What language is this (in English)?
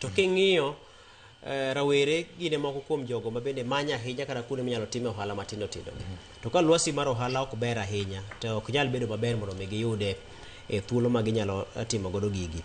Luo (Kenya and Tanzania)